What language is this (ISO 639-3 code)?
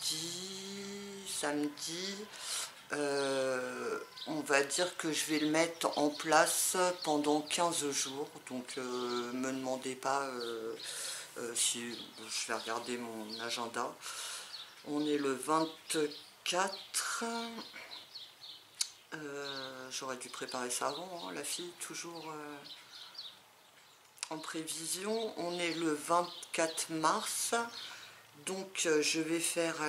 fra